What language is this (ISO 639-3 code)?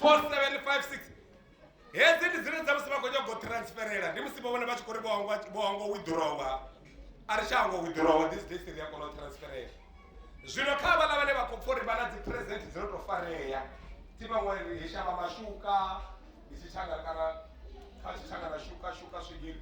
ven